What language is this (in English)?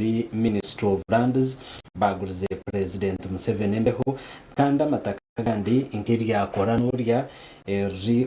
Nyankole